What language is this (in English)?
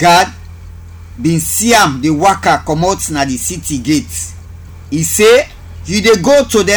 Krio